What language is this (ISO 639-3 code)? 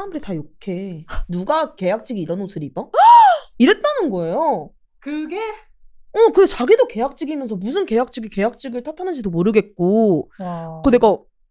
kor